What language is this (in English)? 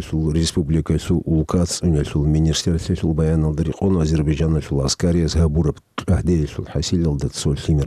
Avaric